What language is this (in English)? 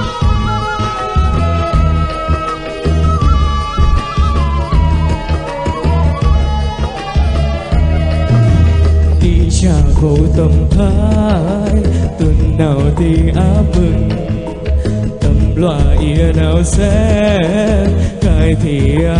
Vietnamese